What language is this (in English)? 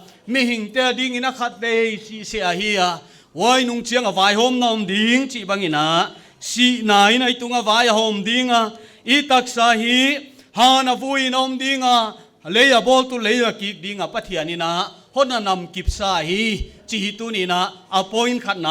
Paite Chin